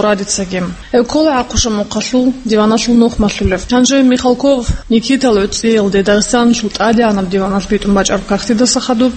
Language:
Avaric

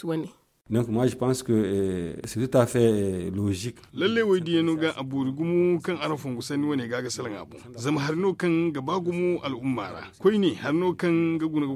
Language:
Zarma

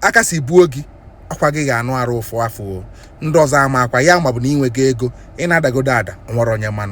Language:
Igbo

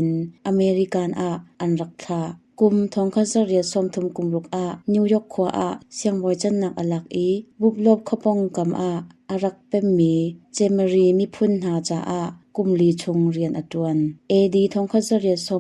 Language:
Hakha Chin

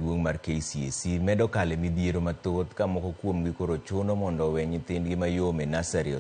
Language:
Luo (Kenya and Tanzania)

